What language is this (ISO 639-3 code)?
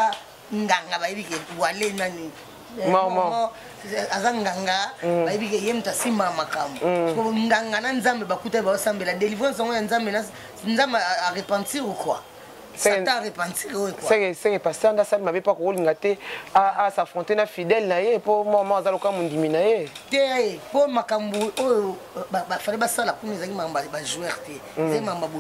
lin